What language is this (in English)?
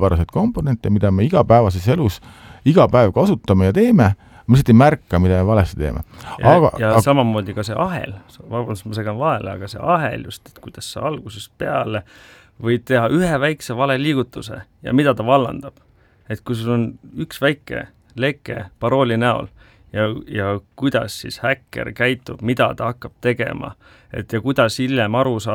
Estonian